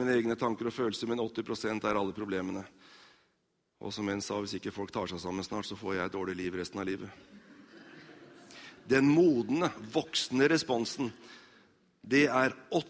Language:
Norwegian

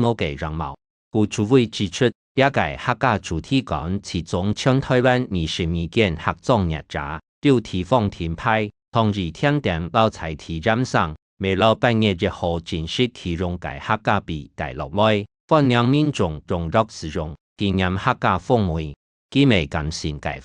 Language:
Hakka Chinese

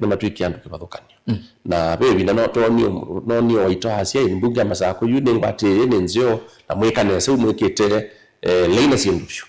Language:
Kamba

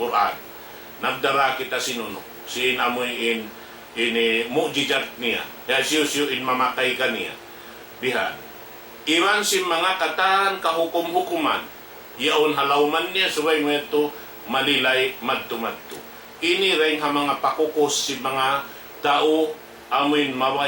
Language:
Tausug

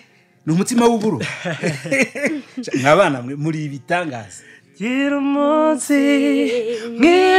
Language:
Kinyarwanda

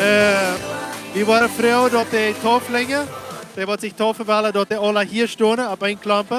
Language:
Plautdietsch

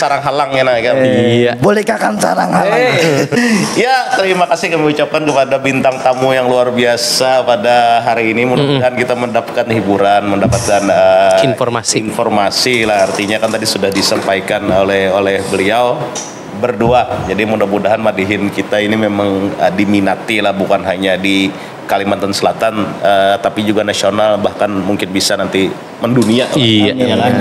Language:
Banjar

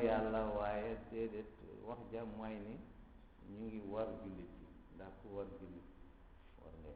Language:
Wolof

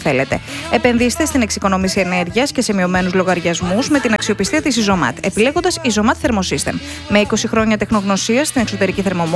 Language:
Greek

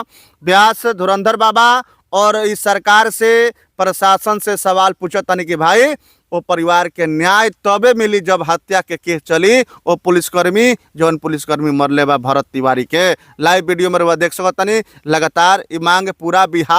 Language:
Bhojpuri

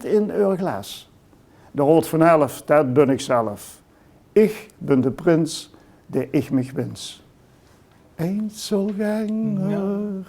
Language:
Limburgish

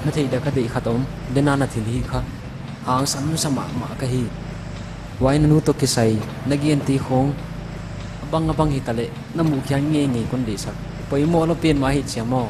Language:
Paite Chin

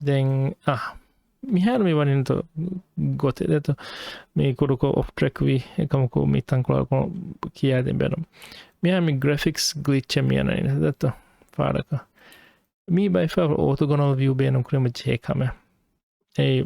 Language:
Divehi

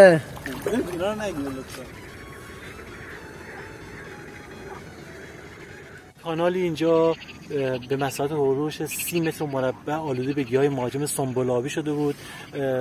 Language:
Persian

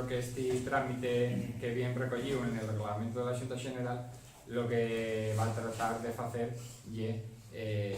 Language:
Asturian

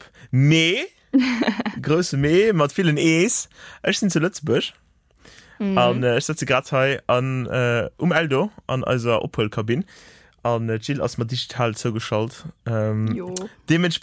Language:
Luxembourgish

